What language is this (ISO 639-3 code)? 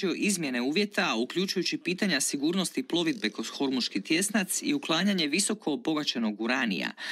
hrv